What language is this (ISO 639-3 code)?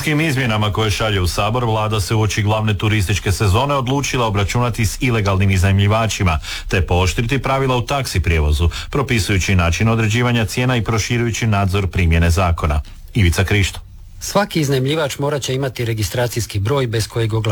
hrv